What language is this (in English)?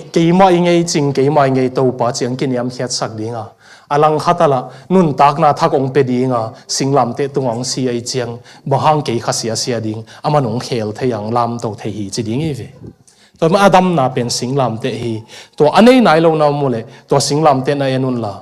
Tedim Chin